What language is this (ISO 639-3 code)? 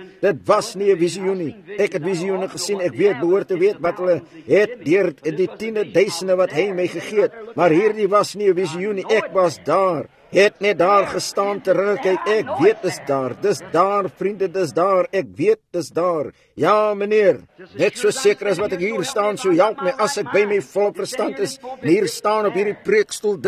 afr